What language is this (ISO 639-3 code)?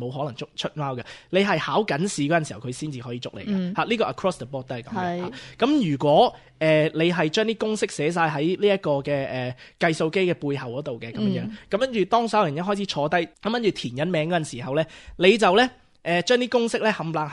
yue